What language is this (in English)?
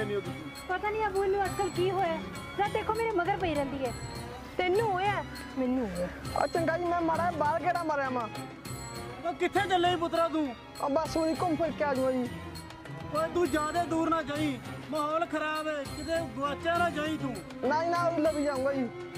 Punjabi